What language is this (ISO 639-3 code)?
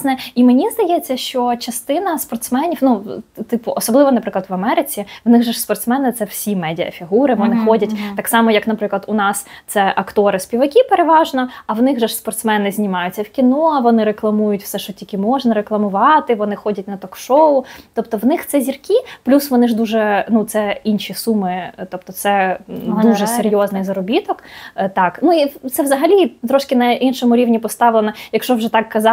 ukr